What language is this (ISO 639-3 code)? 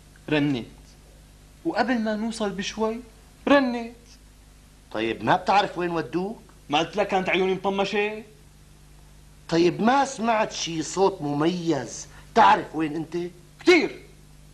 apc